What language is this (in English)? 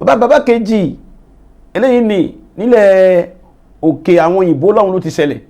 Yoruba